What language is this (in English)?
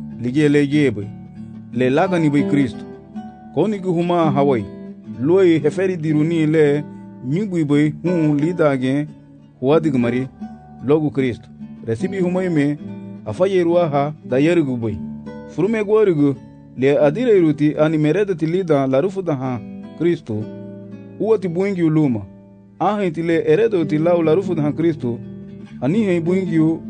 Garifuna